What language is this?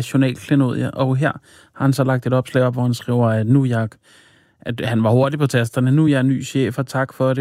Danish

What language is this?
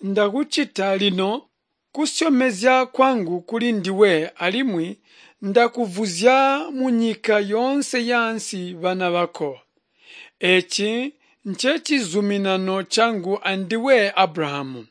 Tonga (Zambia)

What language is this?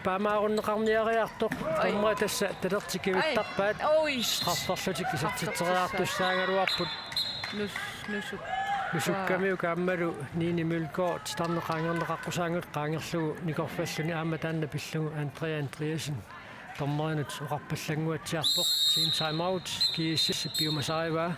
Kalaallisut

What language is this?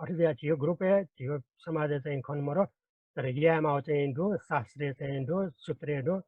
Newari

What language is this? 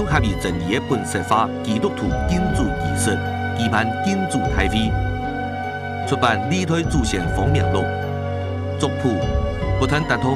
Hakka Chinese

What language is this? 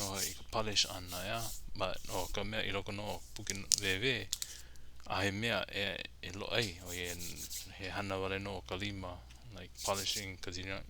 Hawaiian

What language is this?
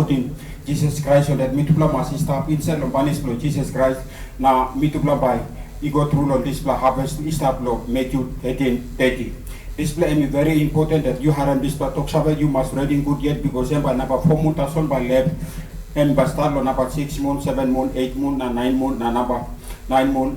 Tok Pisin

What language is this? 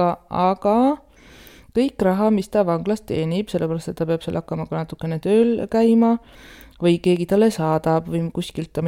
Estonian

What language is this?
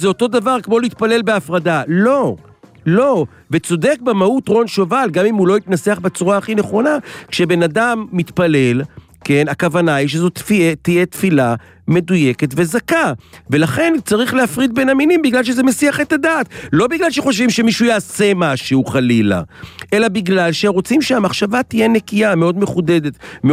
Hebrew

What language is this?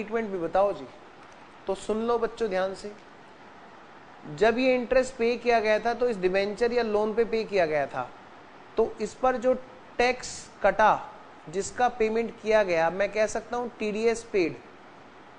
Hindi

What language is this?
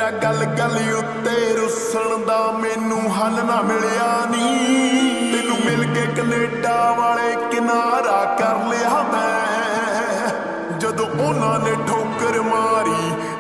Punjabi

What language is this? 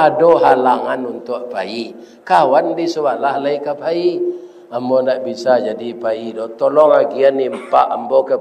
Minangkabau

